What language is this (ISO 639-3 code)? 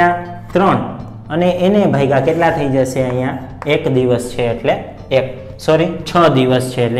guj